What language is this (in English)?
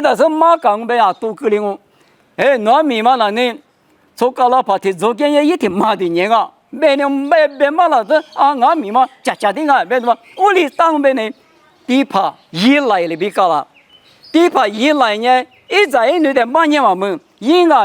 Lisu